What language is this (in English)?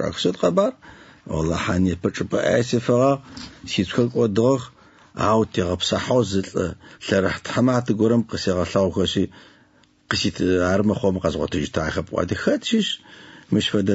Adyghe